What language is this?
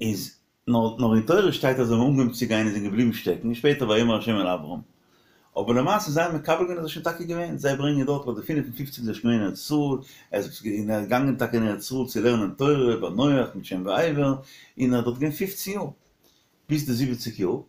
Yiddish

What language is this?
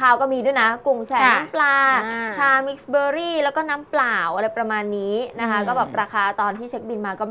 Thai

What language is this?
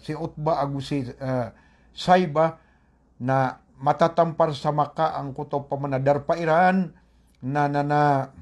Maranao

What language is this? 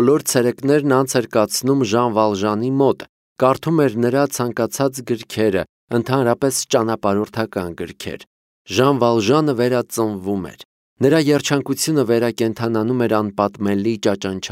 Armenian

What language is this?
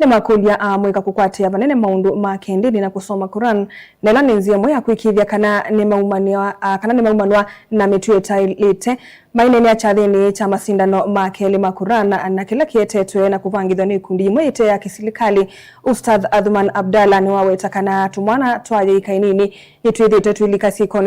Kamba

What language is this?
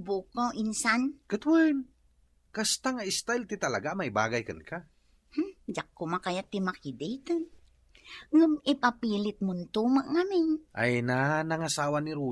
Iloko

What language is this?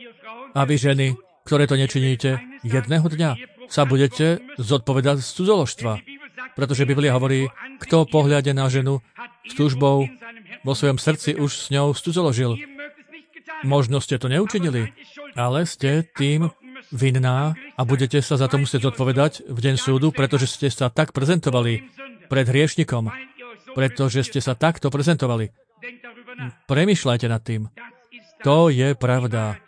Slovak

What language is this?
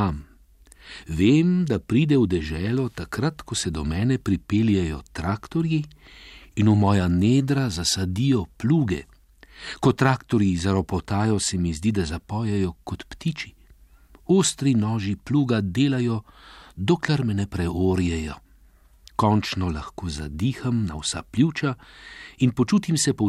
Slovenian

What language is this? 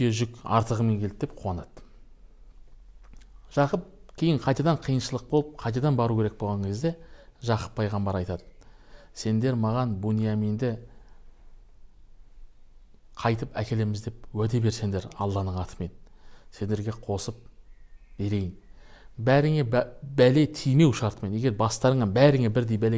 Kazakh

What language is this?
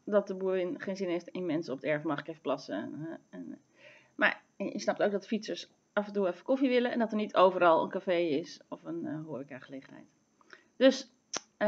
Dutch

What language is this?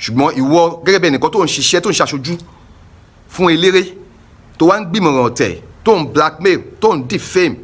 Yoruba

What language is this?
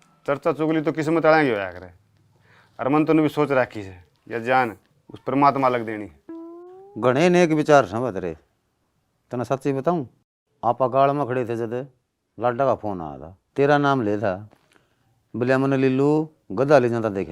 Haryanvi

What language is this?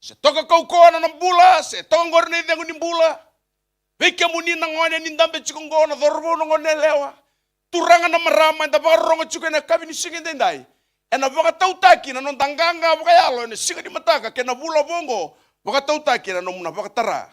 Fijian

